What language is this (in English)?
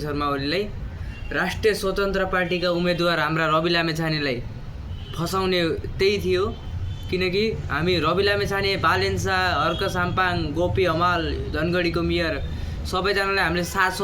Nepali